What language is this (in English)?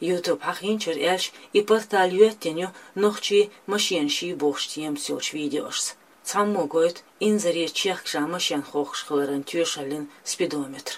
Chechen